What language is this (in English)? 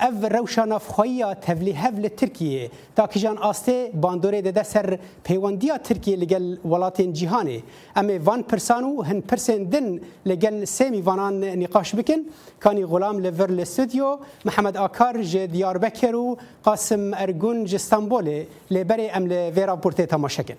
Kurdish